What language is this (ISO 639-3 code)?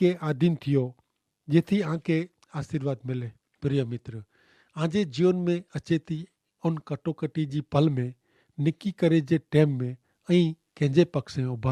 kfr